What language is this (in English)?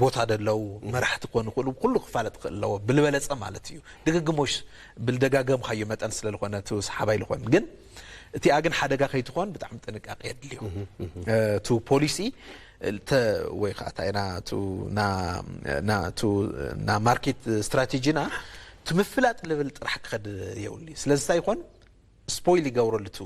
Tigrinya